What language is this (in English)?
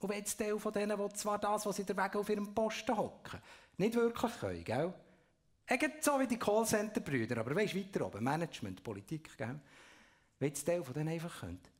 Swiss German